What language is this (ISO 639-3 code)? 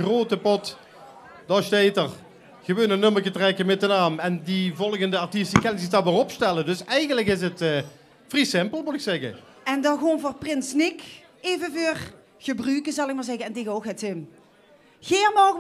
lim